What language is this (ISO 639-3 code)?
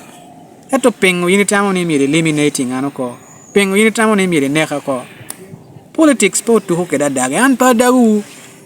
laj